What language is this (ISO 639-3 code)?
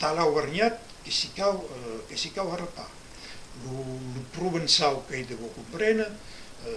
oci